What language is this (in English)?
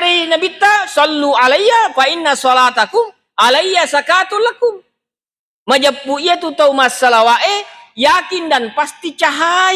Buginese